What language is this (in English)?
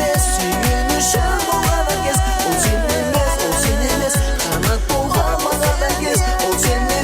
Kara-Kalpak